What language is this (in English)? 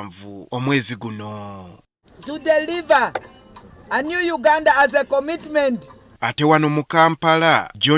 Ganda